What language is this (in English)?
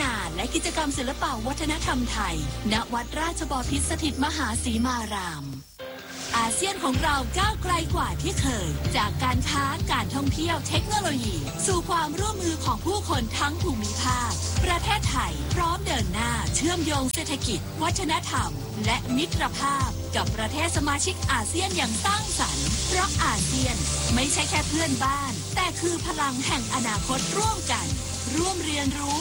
Thai